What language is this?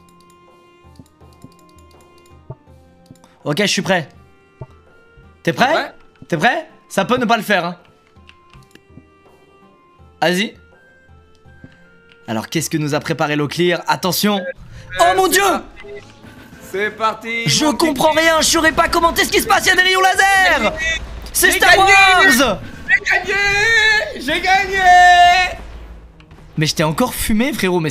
French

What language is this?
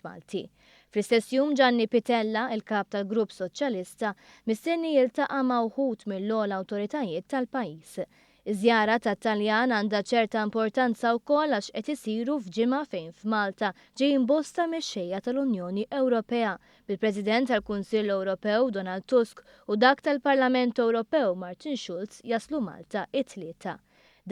Maltese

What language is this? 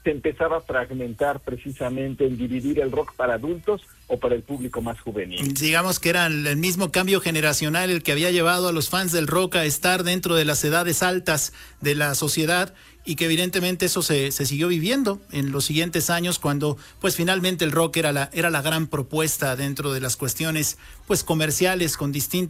Spanish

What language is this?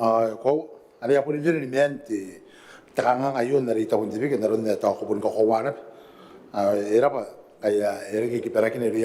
Gilbertese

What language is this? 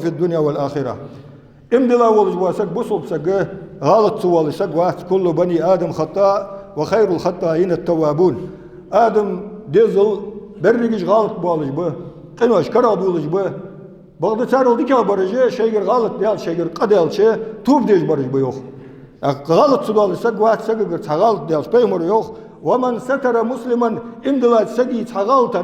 Ingush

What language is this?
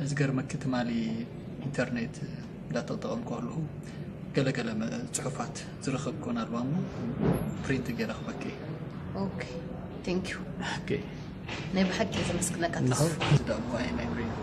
Tigrinya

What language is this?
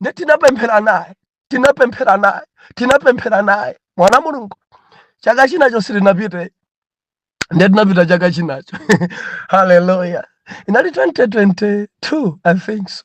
Nyanja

